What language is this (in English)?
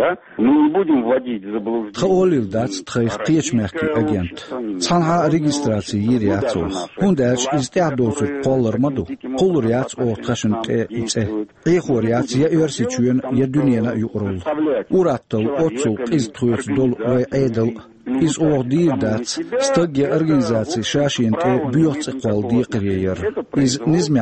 Chechen